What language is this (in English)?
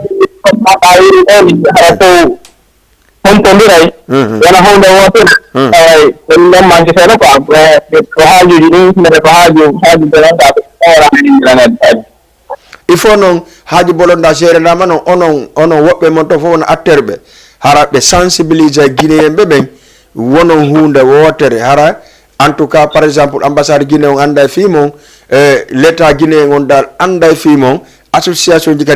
Fula